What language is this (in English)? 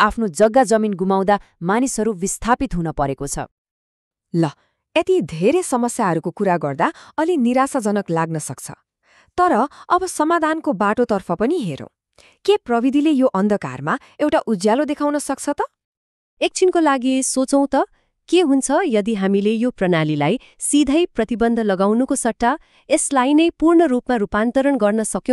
Nepali